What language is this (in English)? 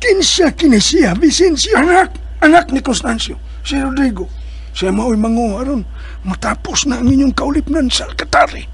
Cebuano